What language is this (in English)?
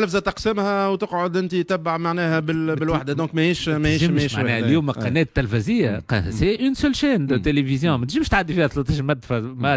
Tunisian Arabic